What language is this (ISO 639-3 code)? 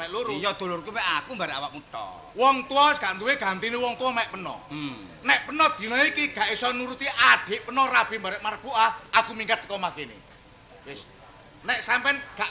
jav